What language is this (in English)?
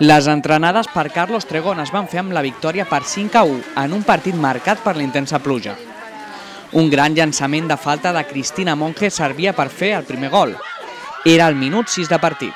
Catalan